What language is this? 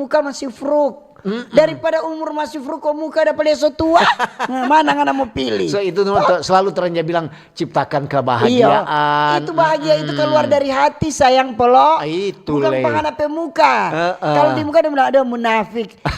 Manado Malay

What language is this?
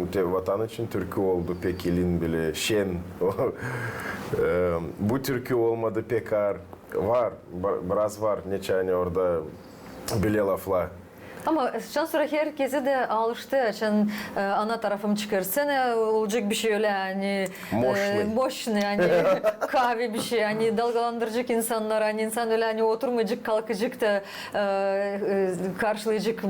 Gagauz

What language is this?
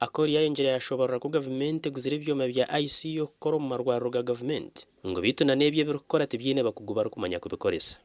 Nyankole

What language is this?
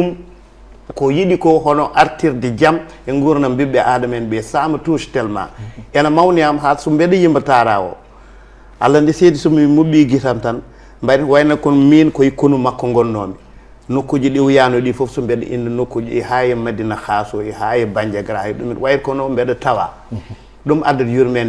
Fula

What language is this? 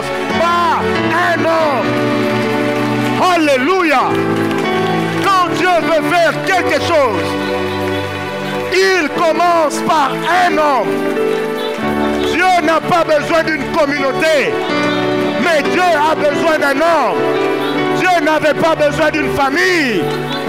French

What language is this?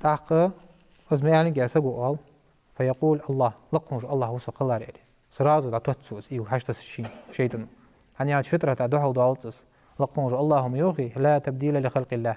Ingush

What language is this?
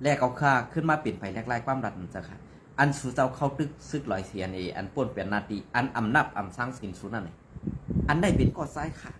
Shan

